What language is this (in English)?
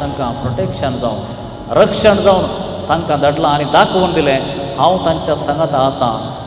Konkani